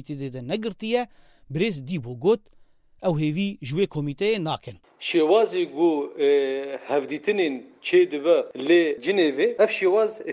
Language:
Kurdish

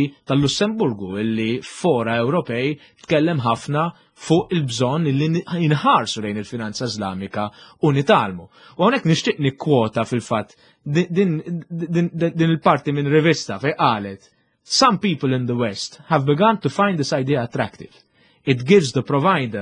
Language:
Maltese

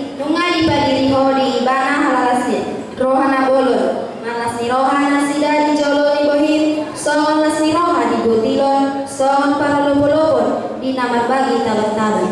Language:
Batak Toba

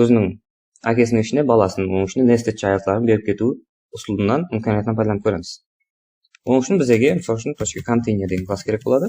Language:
Kara-Kalpak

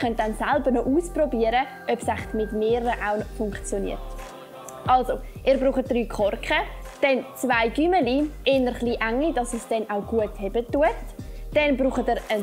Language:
Swiss German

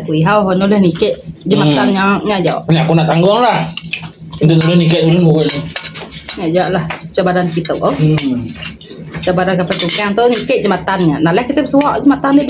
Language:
Iban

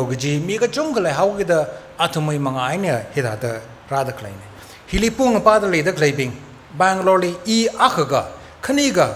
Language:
Tangkhul Naga (India)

